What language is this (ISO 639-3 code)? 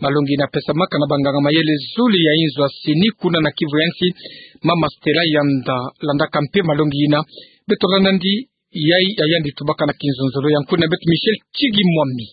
ktu